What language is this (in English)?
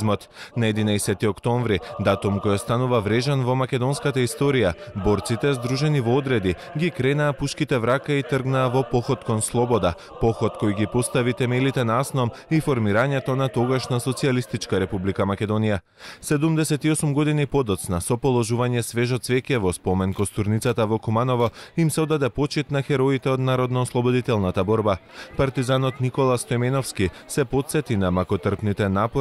Macedonian